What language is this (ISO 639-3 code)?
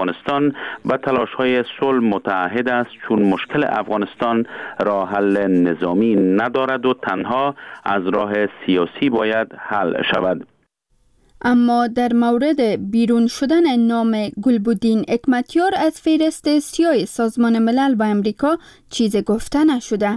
fas